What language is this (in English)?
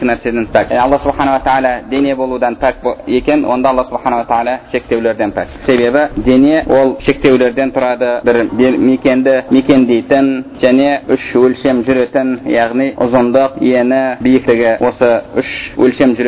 Kazakh